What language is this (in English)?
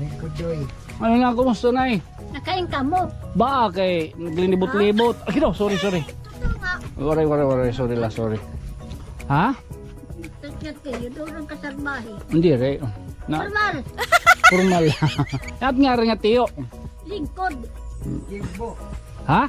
Waray